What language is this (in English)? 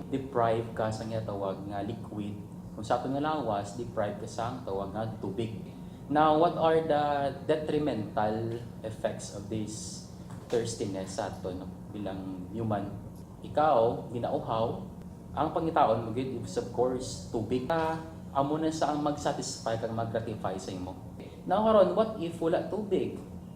Hiligaynon